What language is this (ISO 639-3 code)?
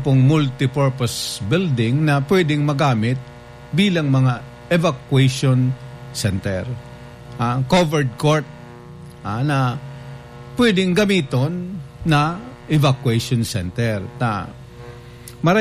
bik